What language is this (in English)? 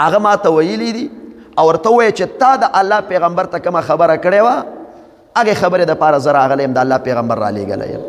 Pashto